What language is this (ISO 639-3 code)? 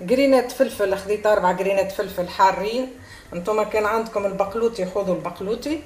aeb